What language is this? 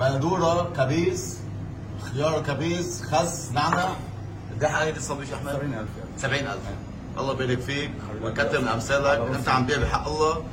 North Levantine Arabic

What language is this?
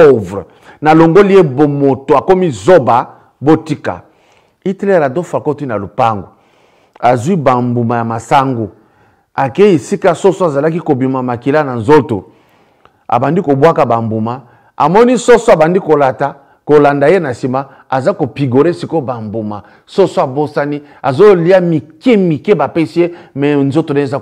Lingala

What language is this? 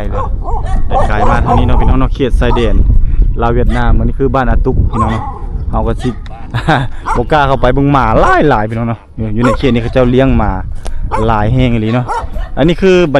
Lao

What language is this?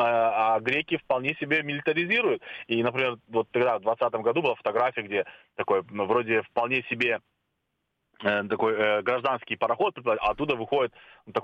Russian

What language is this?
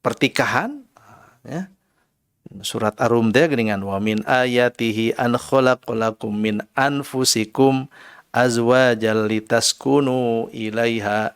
Sundanese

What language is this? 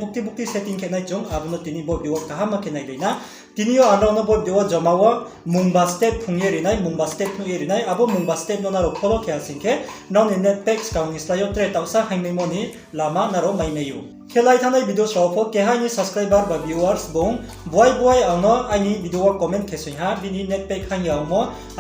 Riang (India)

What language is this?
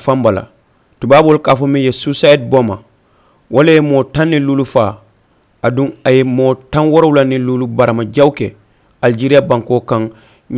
Mandingo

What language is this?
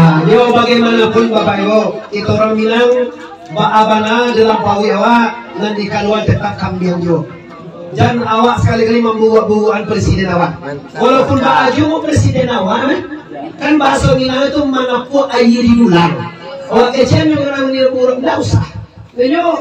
Minangkabau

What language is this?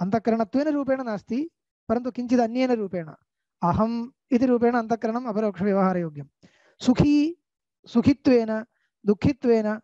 Sanskrit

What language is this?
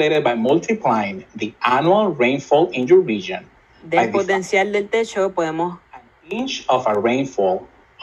Spanish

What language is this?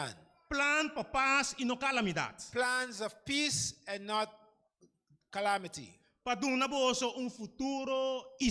Papiamento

